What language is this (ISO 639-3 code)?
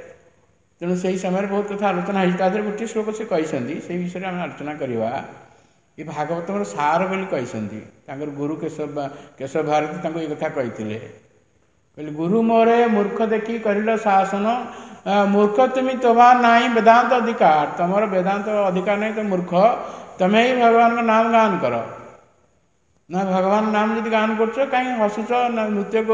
ori